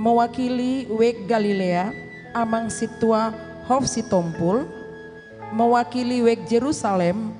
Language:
Batak Toba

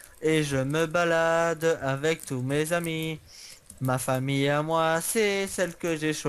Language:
French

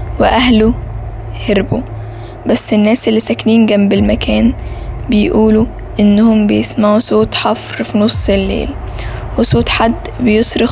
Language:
Egyptian Arabic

